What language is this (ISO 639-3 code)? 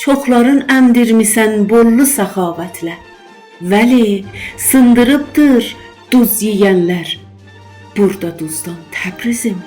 azb